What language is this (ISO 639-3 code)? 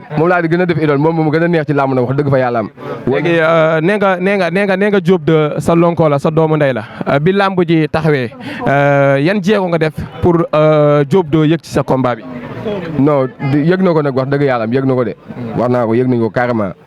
wol